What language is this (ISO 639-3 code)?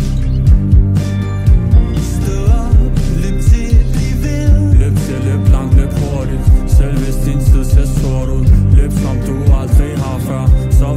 dan